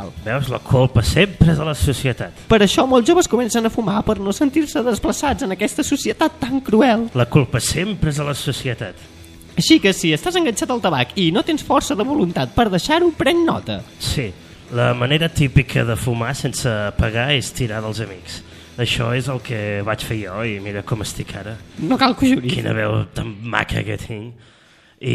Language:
Catalan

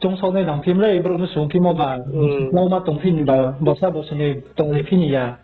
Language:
Riang (India)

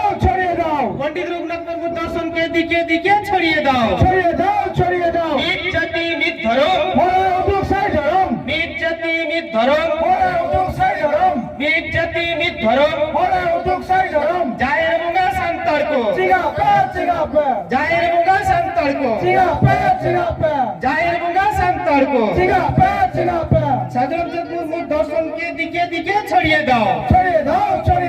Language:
Santali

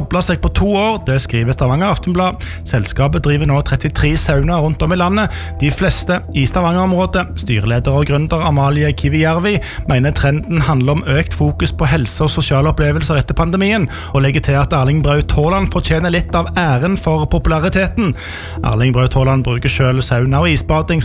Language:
Norwegian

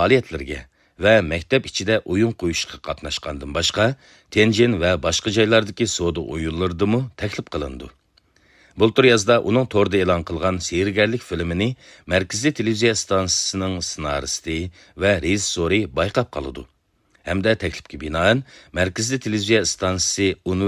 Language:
Uyghur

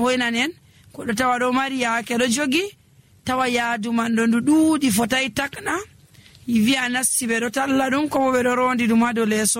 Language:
Nigerian Fulfulde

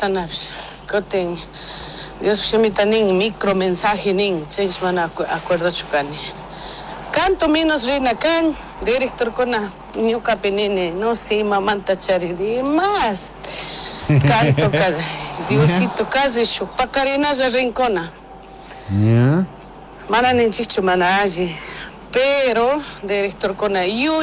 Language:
Chimborazo Highland Quichua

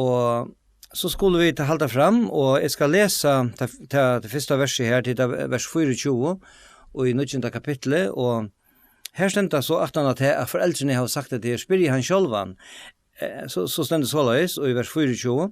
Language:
Faroese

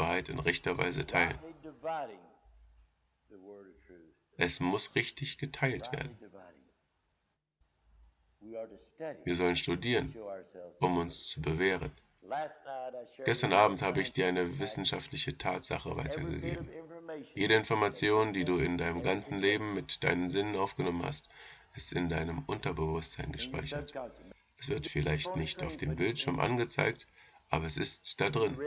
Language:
German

